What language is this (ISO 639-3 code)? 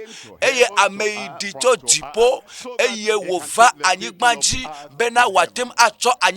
ewe